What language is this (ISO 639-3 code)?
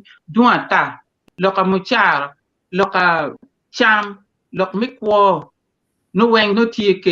ach